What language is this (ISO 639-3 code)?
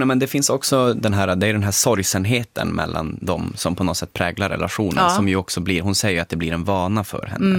swe